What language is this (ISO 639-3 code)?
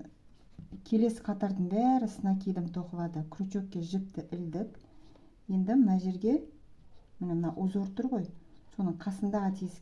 kaz